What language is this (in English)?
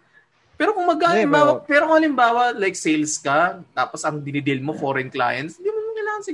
Filipino